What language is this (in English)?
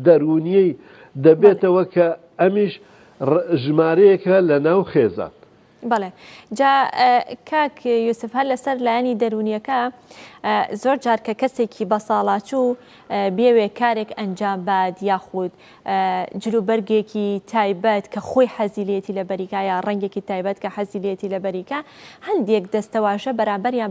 Central Kurdish